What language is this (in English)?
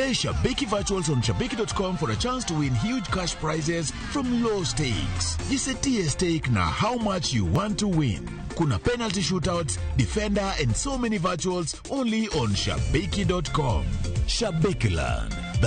Luo (Kenya and Tanzania)